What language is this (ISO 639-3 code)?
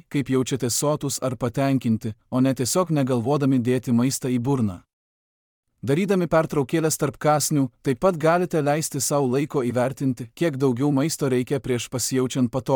lit